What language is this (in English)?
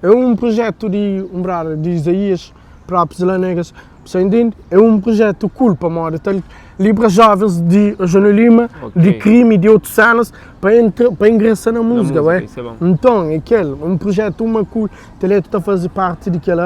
Kabuverdianu